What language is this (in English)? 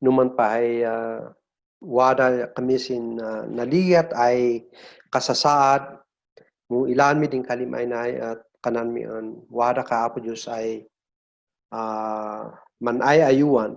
Kankanaey